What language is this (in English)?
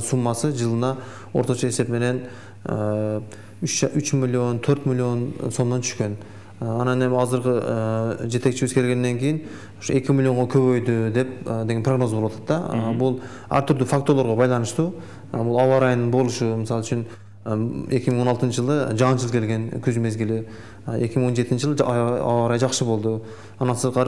Kyrgyz